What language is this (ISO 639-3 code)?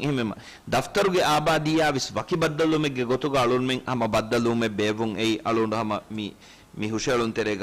div